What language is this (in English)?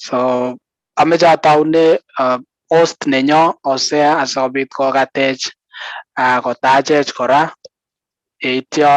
Kalenjin